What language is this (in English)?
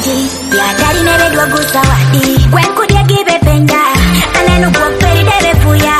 Swahili